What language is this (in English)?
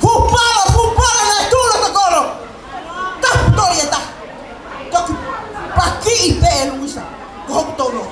Tongan